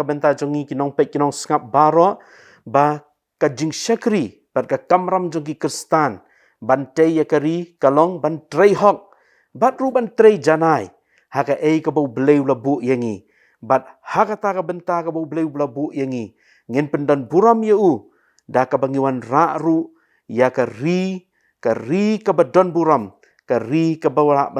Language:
Khasi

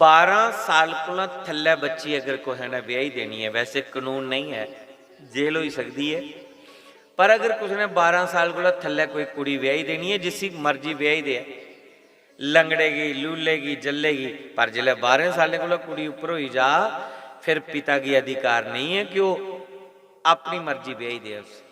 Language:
Dogri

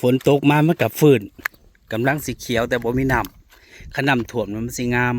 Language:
Northeastern Thai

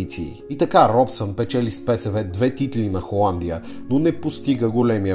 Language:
Bulgarian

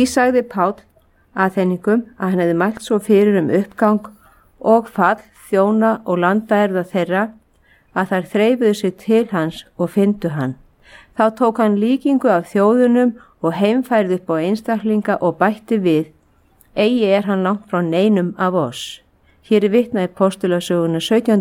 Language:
Icelandic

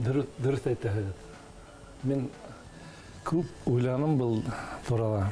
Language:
Bashkir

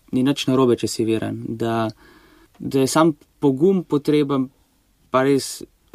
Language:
Slovenian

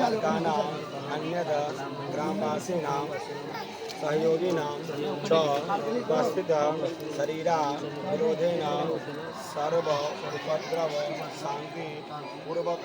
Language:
Maithili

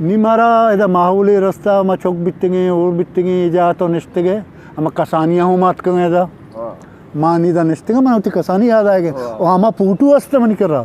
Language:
Eastern Balochi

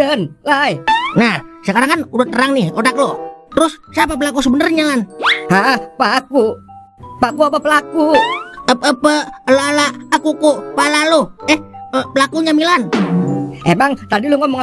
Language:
Betawi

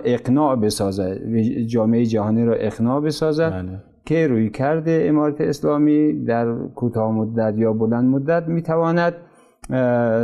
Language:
Persian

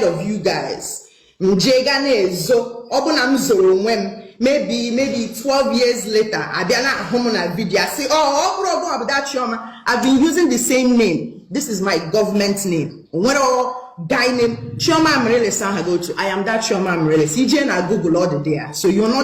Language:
Igbo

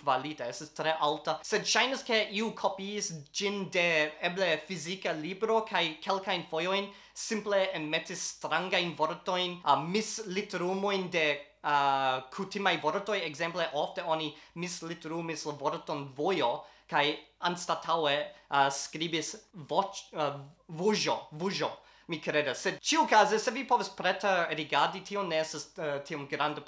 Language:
Esperanto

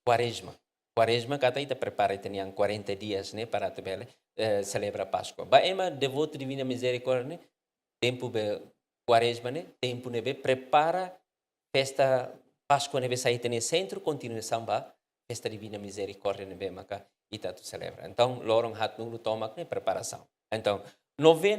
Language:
Tetum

